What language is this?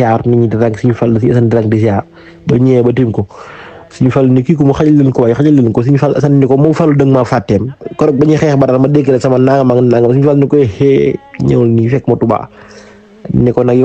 Wolof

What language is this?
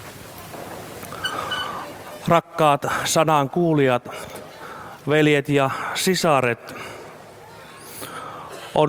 Finnish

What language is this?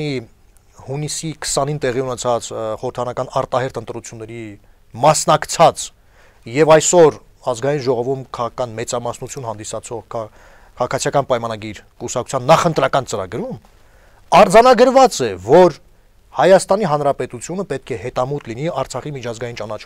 Armenian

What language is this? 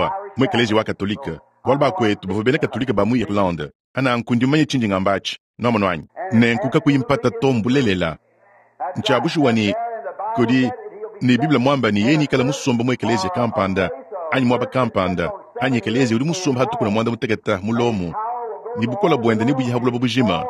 Luba-Lulua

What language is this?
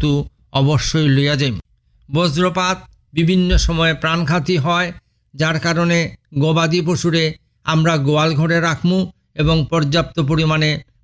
Bangla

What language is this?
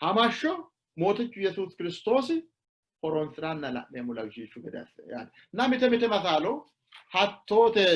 Sidamo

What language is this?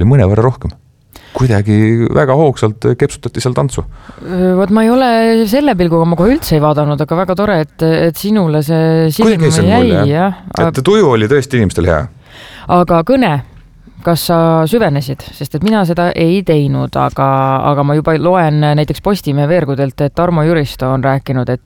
Estonian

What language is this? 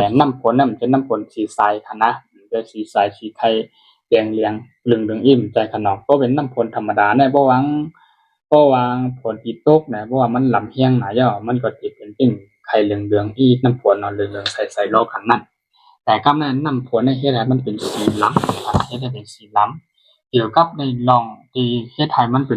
Shan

